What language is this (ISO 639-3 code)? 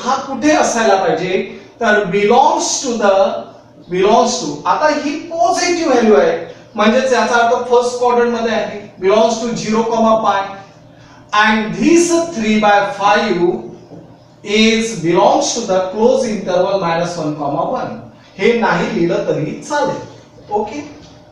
mar